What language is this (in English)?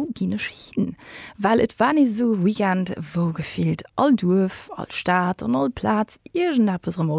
Luxembourgish